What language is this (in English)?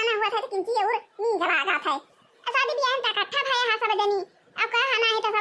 Awadhi